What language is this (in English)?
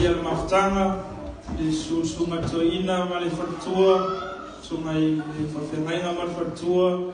Samoan